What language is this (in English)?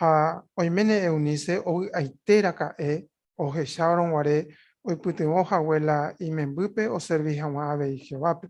Guarani